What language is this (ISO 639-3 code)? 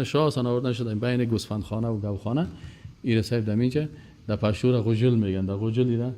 fas